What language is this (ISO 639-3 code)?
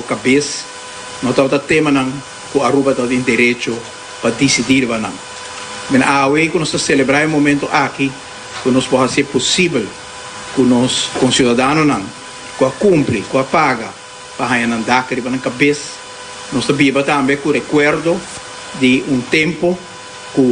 pap